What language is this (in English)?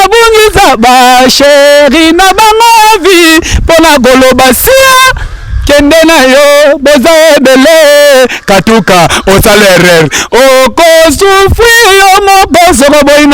Lingala